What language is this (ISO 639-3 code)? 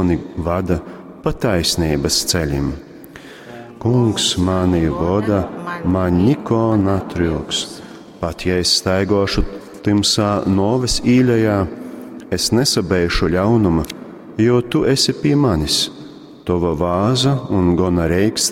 ltg